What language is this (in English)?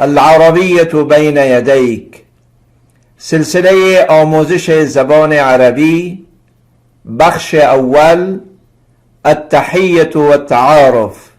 Persian